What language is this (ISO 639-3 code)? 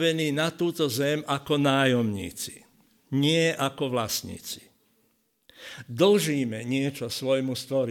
slk